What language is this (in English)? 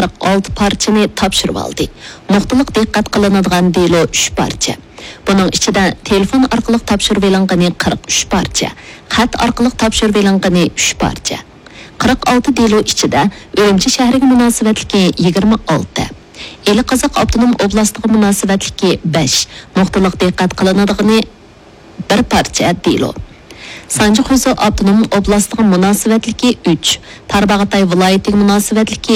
Uyghur